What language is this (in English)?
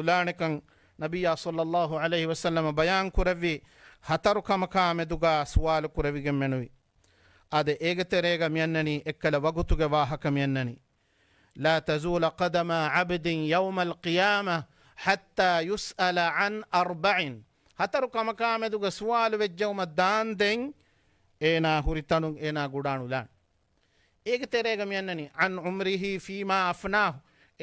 Divehi